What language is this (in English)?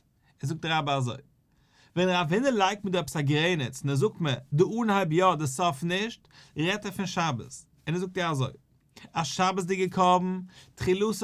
Yiddish